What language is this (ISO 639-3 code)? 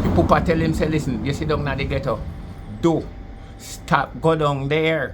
jam